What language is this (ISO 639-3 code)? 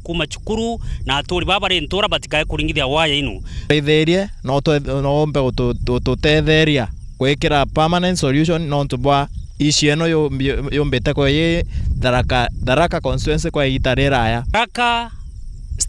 mer